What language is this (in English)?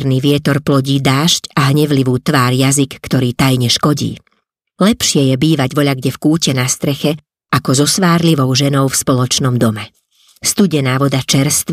Slovak